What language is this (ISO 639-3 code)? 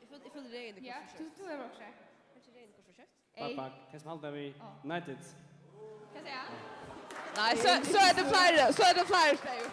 fao